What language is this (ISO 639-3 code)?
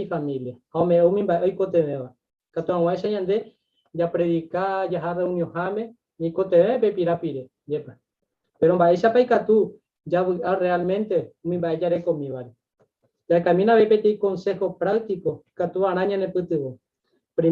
grn